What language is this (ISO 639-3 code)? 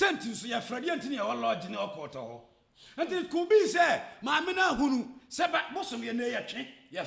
aka